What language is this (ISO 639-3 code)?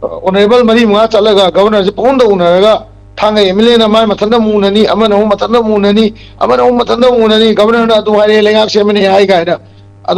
mni